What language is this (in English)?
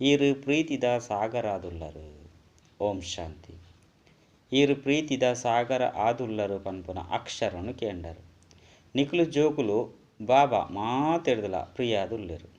Tulu